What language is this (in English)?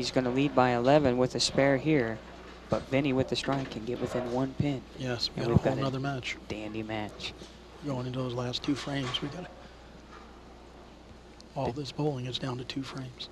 English